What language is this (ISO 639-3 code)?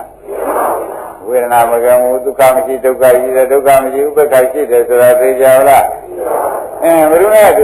mya